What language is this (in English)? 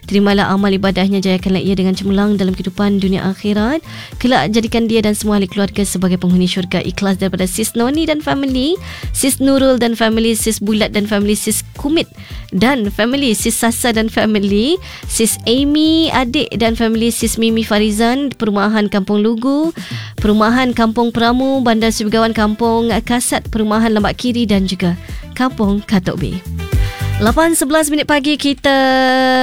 Malay